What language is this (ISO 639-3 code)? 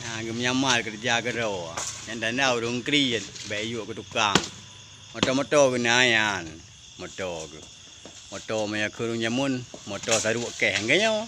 ace